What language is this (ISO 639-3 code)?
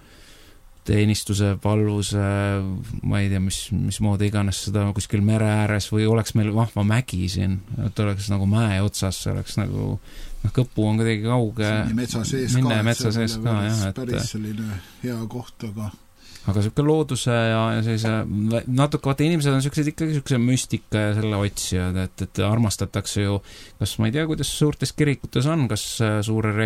est